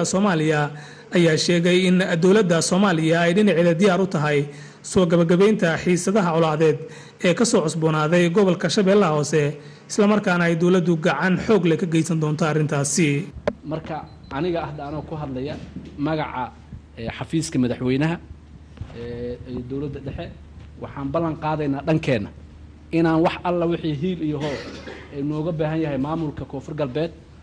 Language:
Somali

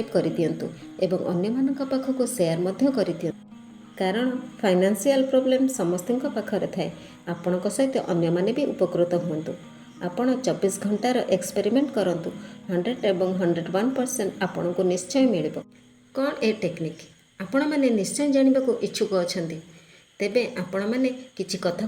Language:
Odia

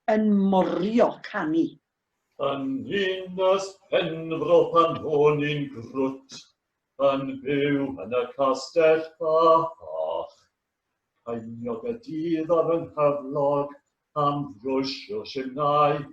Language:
Welsh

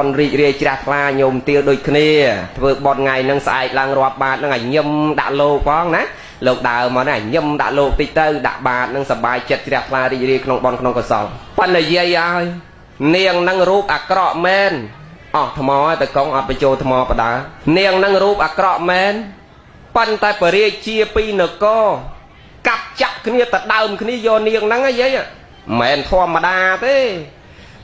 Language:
Khmer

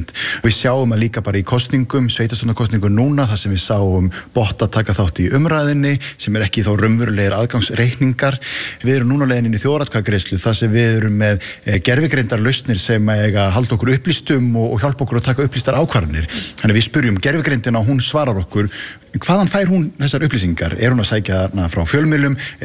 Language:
Icelandic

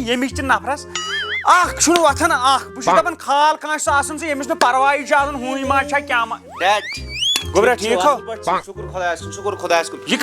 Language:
Kashmiri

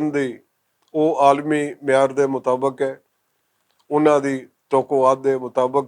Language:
Western Panjabi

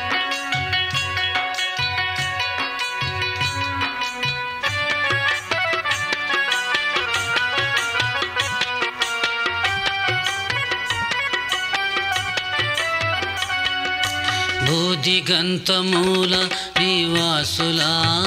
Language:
Telugu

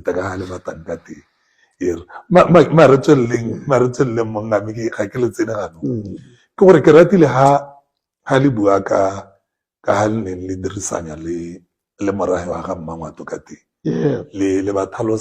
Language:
Tswana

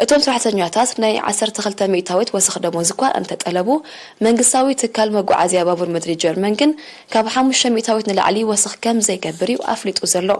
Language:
Tigrinya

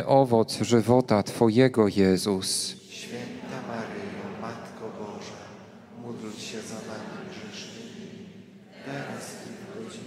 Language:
Polish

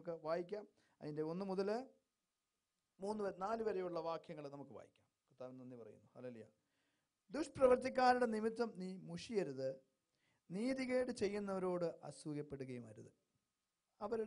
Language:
Malayalam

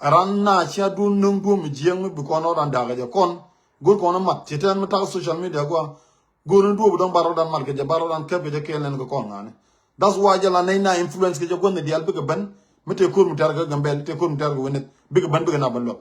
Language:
Nuer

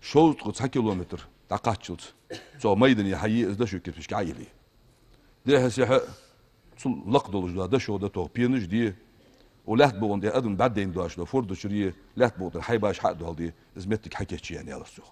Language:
Ingush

